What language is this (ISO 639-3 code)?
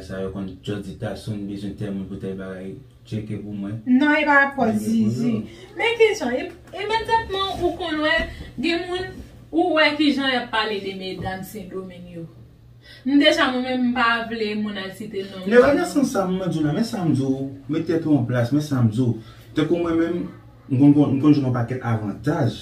hat